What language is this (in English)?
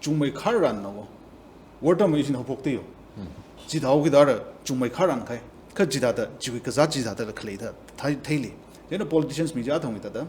Tangkhul Naga (India)